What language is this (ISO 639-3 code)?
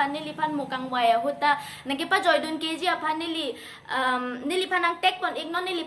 mjw